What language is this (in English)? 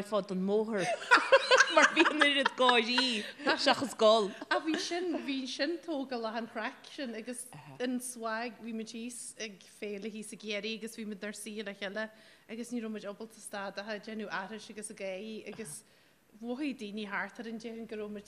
Irish